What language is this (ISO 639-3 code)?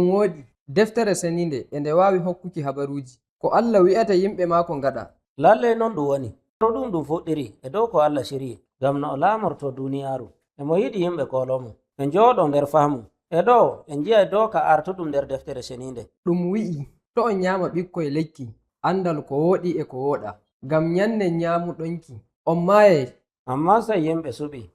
fuv